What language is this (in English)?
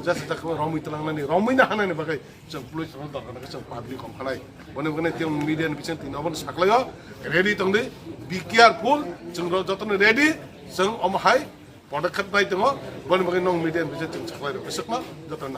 Kok Borok